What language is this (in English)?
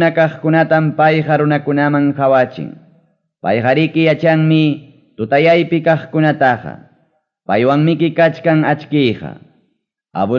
Ayacucho Quechua